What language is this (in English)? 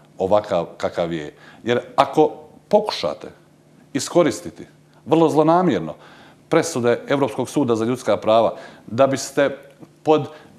Croatian